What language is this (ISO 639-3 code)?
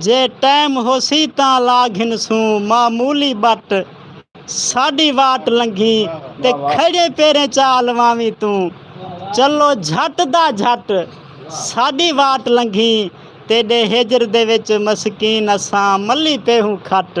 skr